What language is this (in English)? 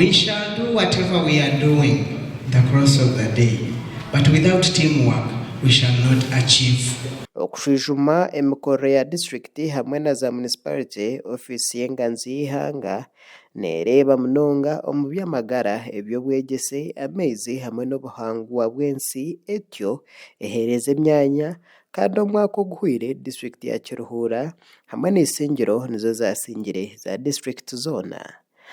Nyankole